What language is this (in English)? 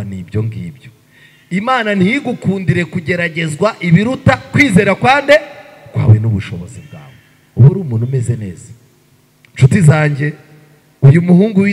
Kinyarwanda